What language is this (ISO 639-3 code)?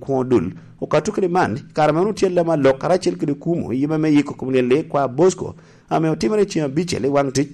laj